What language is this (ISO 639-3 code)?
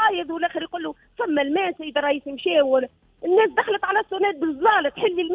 aeb